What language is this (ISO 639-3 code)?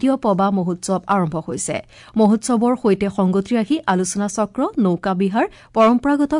asm